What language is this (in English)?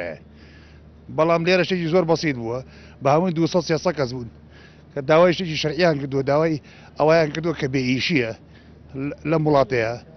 Central Kurdish